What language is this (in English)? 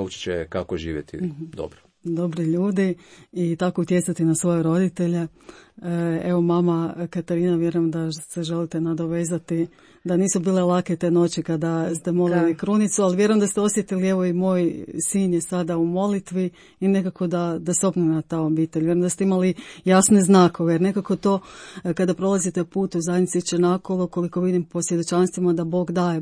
Croatian